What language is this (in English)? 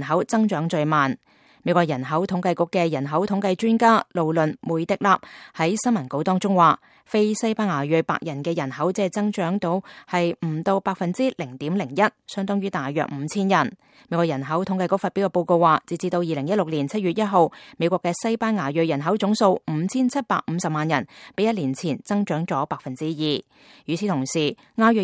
Cantonese